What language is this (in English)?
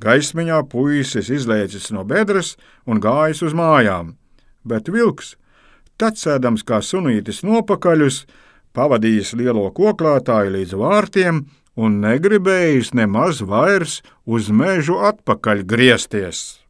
Latvian